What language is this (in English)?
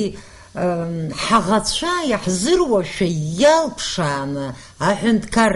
Abkhazian